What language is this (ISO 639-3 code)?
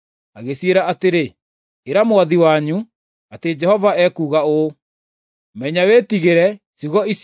kik